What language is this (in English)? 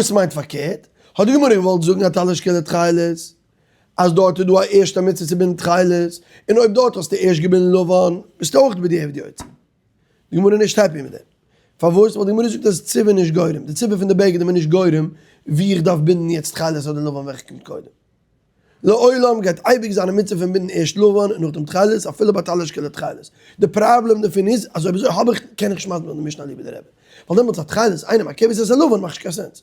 Yiddish